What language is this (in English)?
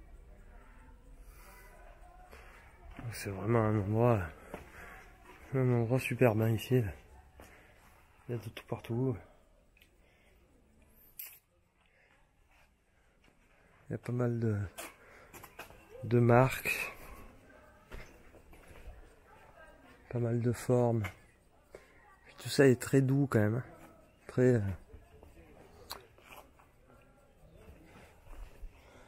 French